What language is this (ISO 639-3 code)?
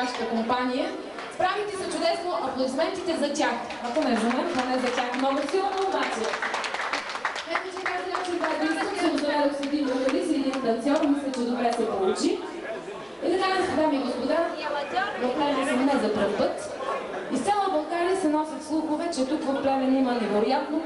bul